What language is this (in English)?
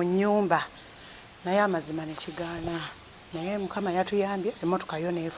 Ganda